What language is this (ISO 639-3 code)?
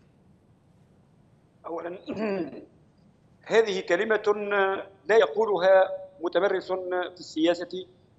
aeb